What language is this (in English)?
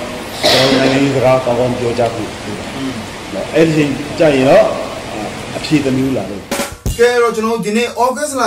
Burmese